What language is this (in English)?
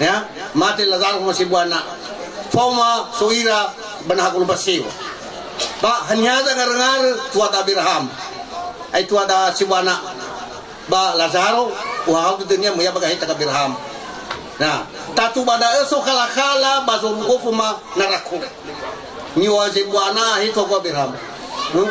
Nias